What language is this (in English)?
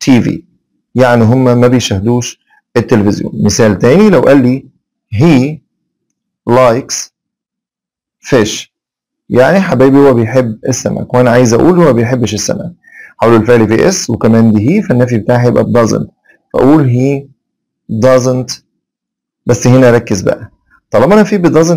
Egyptian Arabic